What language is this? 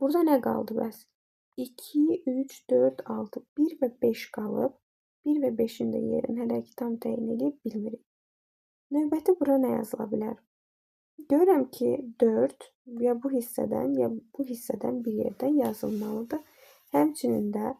Azerbaijani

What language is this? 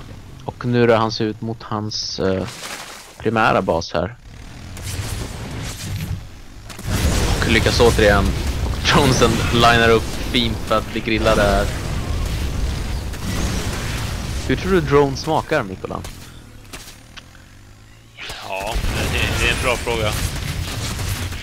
Swedish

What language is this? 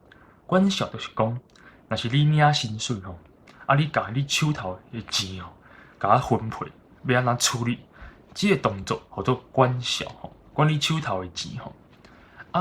Min Nan Chinese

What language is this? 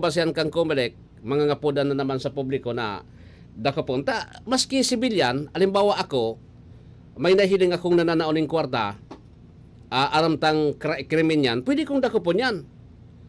Bikol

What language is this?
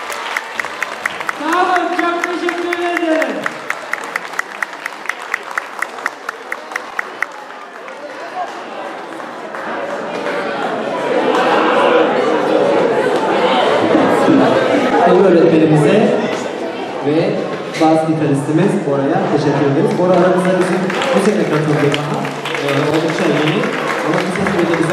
Turkish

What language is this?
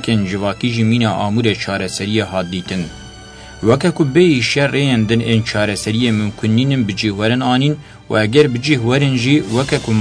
Kurdish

